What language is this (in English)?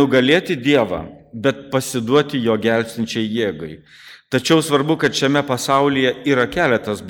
Lithuanian